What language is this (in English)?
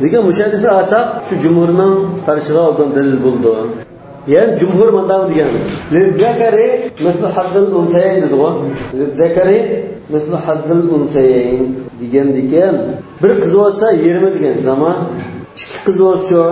Uyghur